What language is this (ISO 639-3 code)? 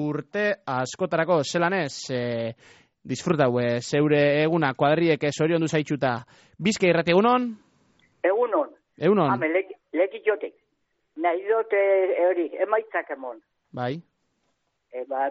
eus